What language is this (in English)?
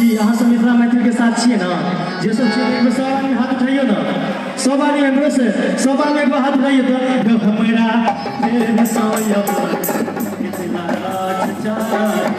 Maithili